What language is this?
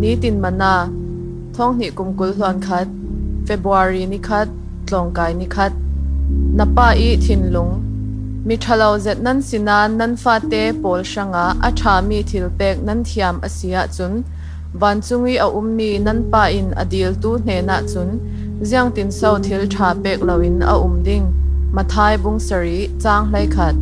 Falam Chin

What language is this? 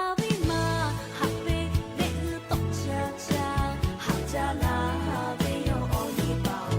Lahu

